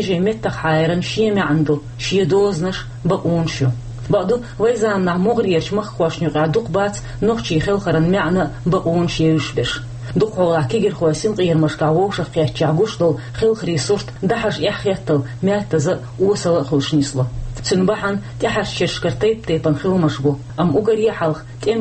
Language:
Chechen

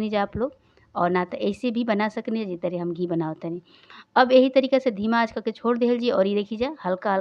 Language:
Bhojpuri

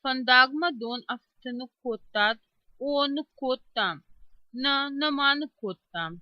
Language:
Ossetic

